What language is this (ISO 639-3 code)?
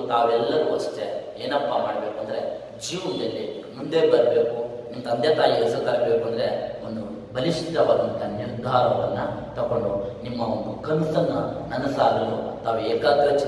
kan